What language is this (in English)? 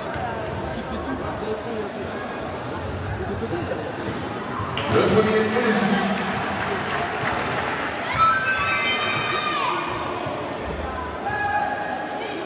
French